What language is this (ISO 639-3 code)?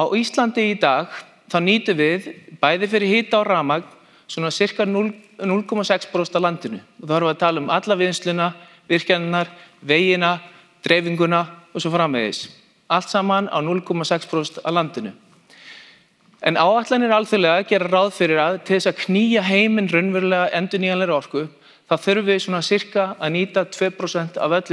isl